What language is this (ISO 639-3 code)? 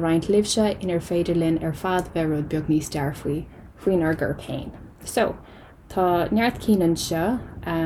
gle